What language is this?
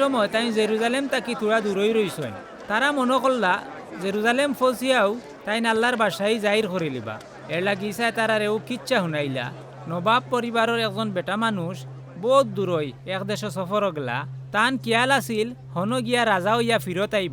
Sylheti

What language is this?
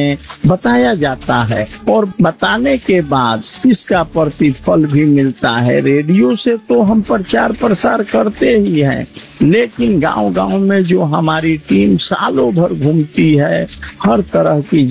Hindi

